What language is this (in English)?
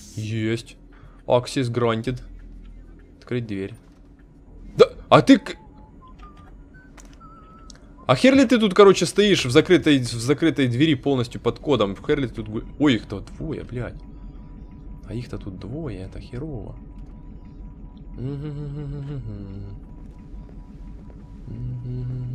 Russian